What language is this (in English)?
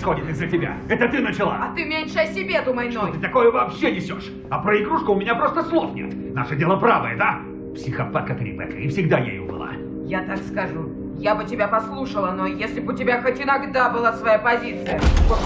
Russian